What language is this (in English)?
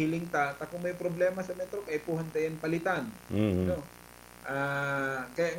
Bikol